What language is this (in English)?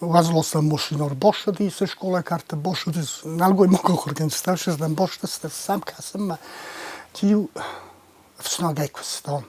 Ossetic